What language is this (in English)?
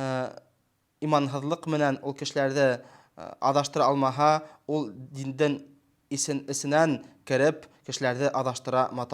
Bashkir